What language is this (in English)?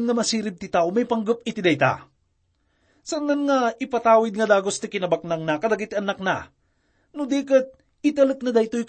Iloko